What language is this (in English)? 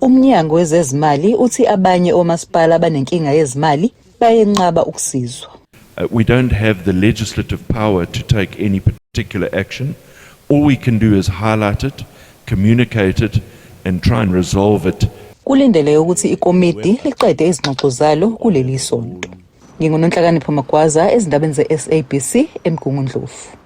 Zulu